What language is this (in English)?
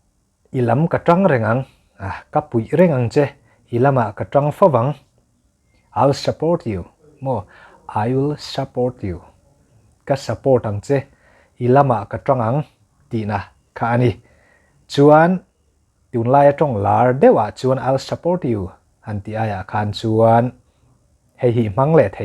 Mizo